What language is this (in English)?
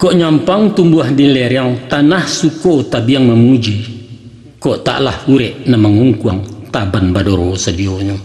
Minangkabau